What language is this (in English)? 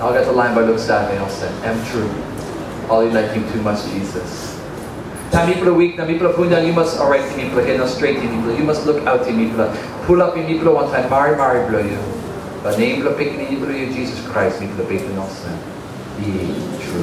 Tok Pisin